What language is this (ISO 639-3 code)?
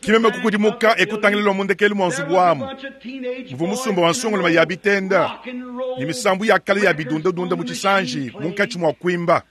lua